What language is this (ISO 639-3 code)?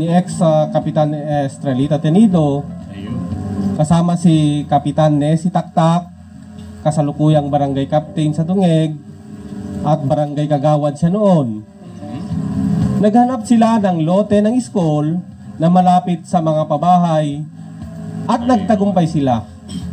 fil